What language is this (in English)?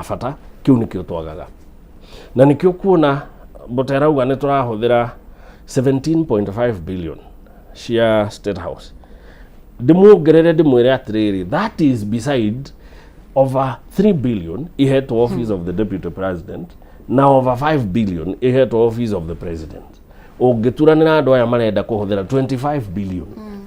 Kikuyu